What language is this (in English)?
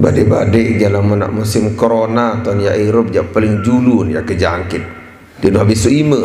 Sasak